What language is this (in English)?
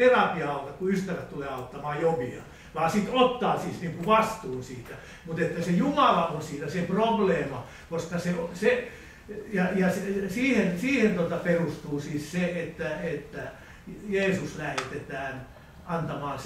Finnish